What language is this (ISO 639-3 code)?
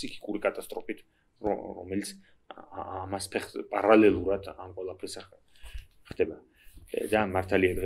kat